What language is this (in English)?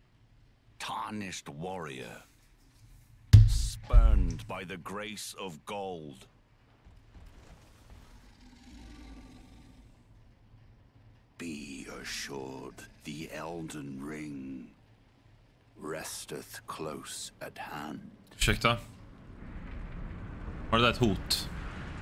Swedish